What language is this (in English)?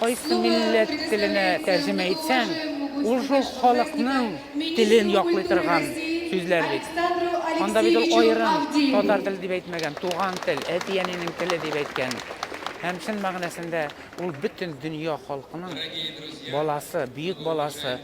Tatar